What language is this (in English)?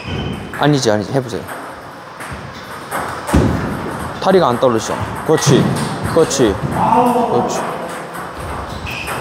Korean